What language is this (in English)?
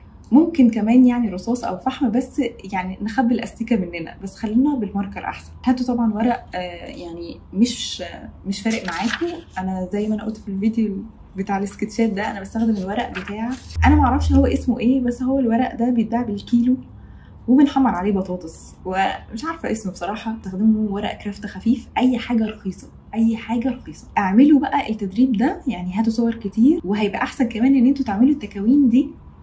Egyptian Arabic